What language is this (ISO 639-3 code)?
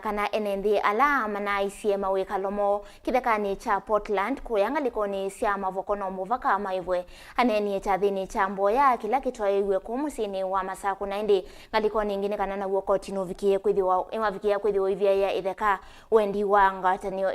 kam